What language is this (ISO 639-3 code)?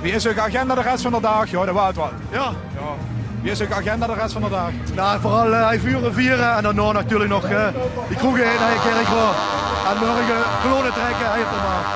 lim